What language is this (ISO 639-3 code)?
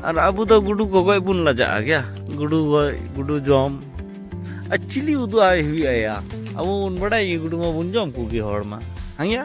sat